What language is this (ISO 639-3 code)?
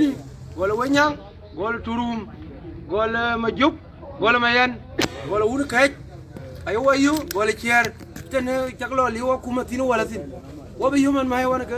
din